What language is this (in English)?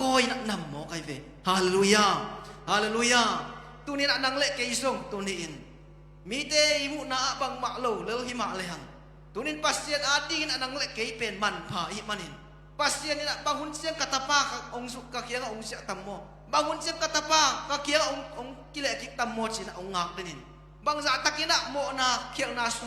Tedim Chin